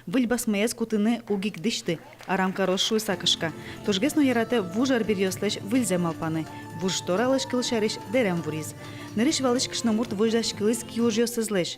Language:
Udmurt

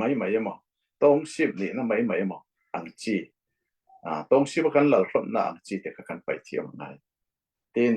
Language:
Falam Chin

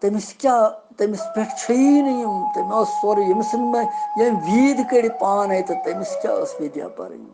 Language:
Kashmiri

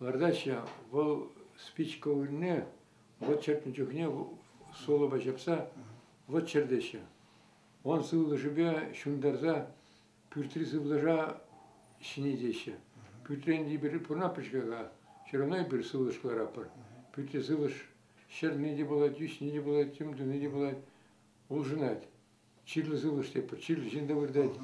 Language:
Chuvash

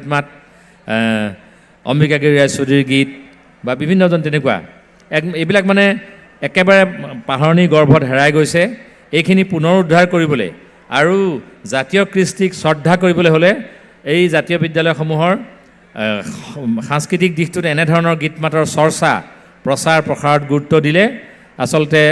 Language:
Assamese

